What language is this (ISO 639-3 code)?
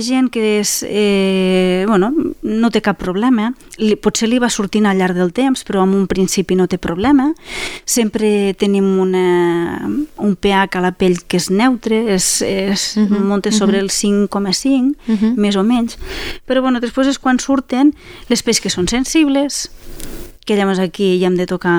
cat